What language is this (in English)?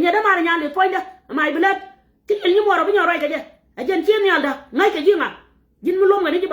Nuer